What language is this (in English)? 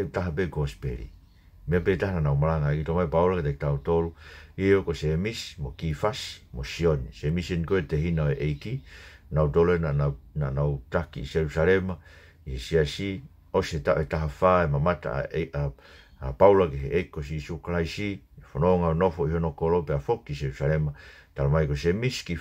Tongan